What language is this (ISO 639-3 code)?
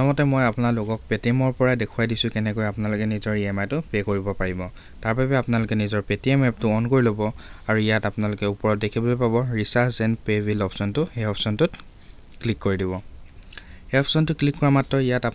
asm